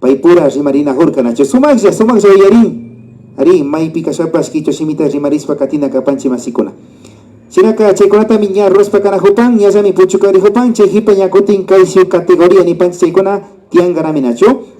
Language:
Imbabura Highland Quichua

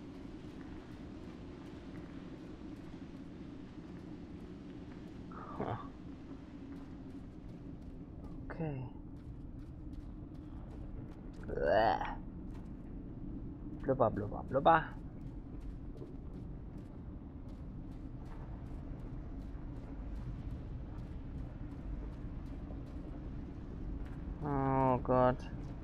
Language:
German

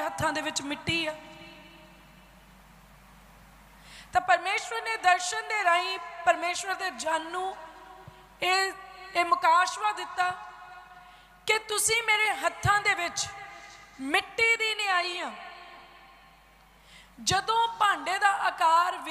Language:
Punjabi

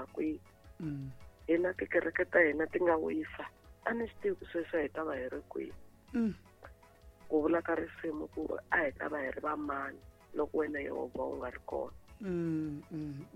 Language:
Tsonga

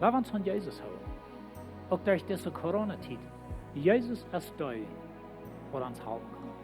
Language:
Plautdietsch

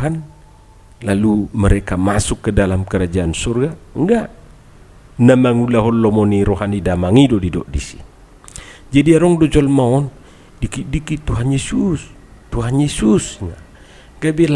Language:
Batak Toba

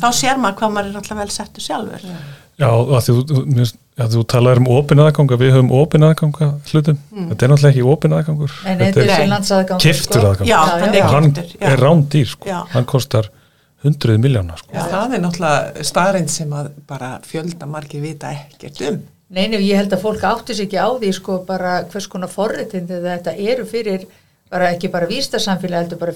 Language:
Icelandic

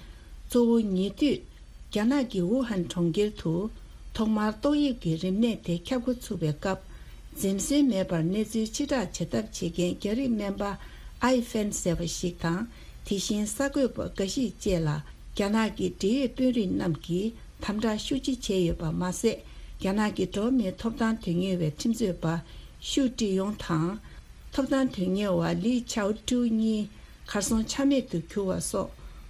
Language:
Tibetan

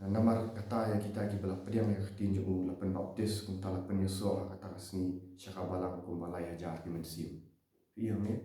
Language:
Khasi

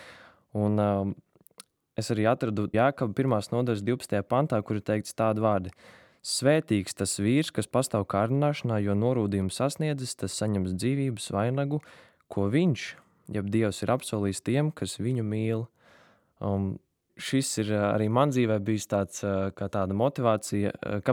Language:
Latvian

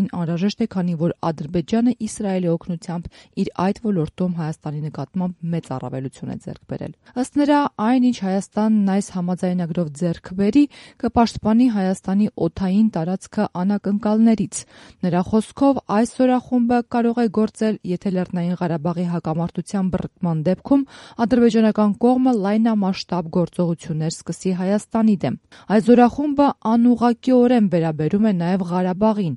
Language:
Armenian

